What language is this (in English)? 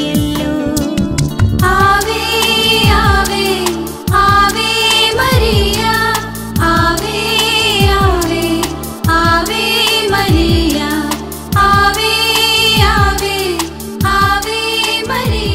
Malayalam